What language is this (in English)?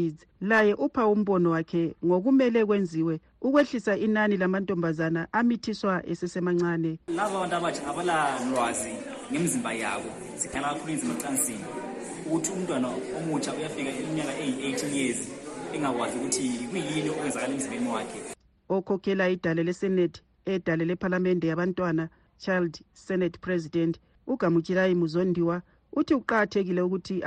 North Ndebele